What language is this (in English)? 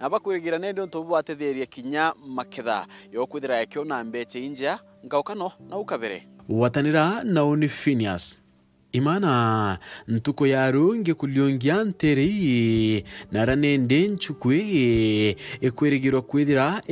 Meru